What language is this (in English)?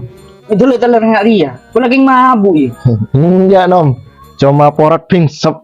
Madurese